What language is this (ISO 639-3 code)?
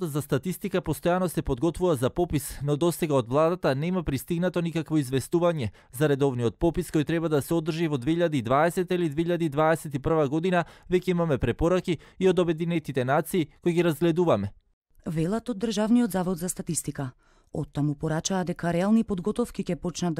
mkd